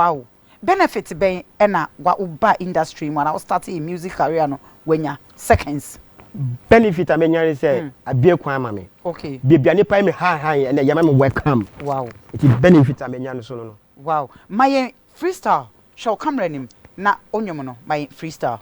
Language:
Akan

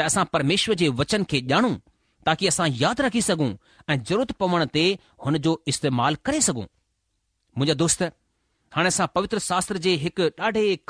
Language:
Sindhi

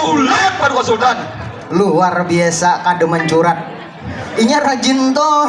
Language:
Banjar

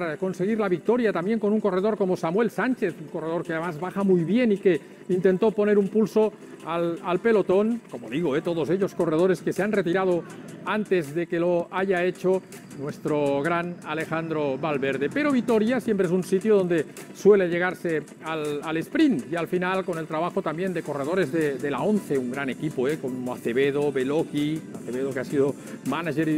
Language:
Spanish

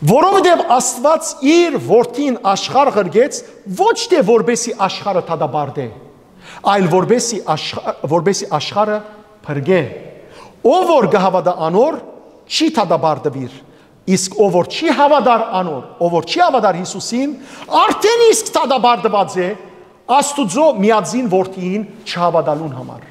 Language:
Western Armenian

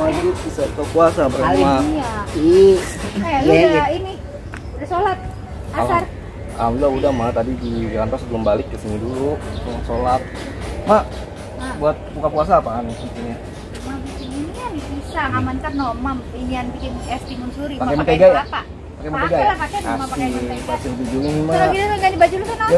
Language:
Betawi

